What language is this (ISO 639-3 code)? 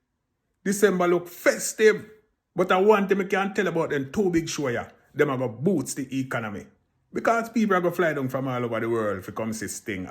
jam